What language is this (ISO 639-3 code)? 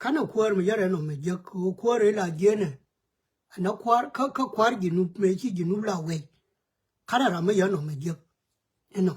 nus